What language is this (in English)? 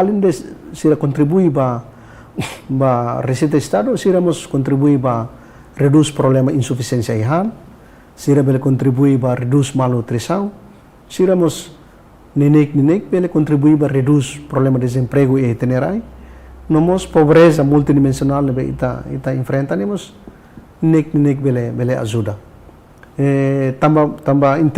Tetum